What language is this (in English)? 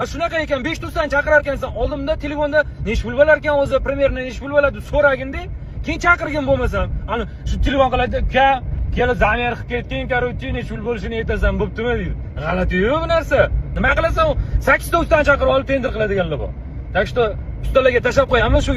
Uzbek